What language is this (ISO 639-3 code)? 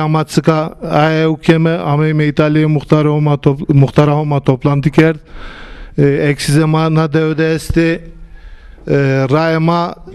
zza